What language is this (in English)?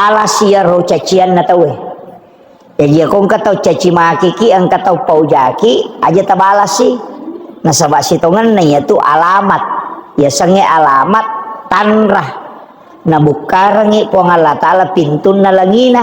Buginese